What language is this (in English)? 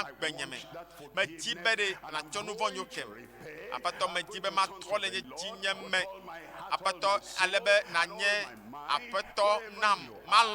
Ewe